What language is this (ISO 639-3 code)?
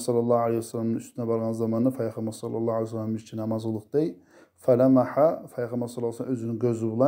kum